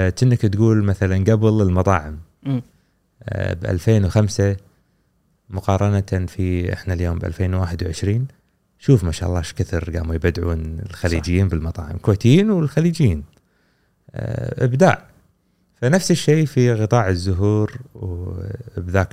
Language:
Gulf Arabic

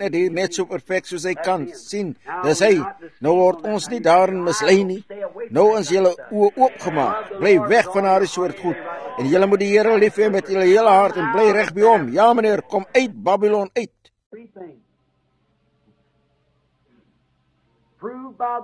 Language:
Afrikaans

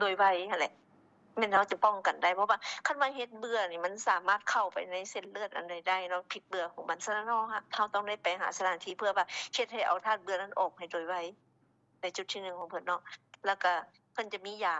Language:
Lao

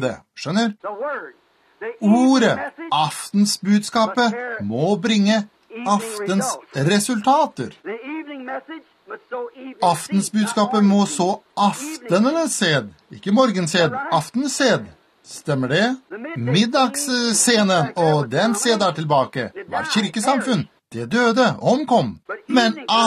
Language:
Norwegian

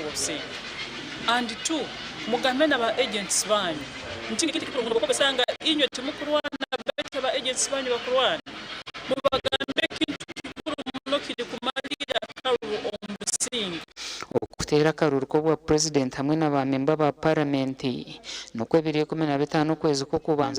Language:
Nyankole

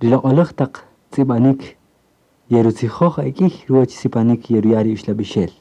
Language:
Kaqchikel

